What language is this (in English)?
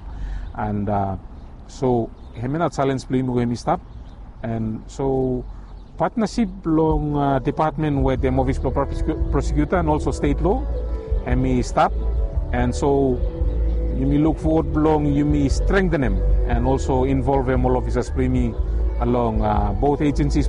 Bislama